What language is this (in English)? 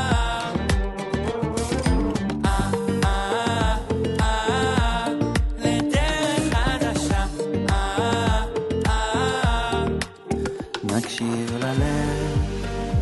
Hebrew